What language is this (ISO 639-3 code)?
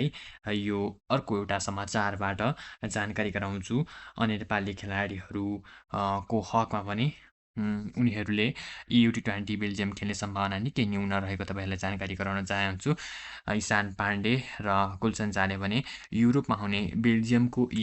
nep